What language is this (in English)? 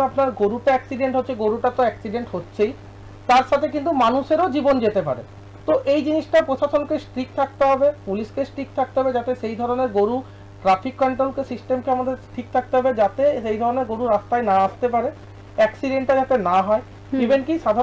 Bangla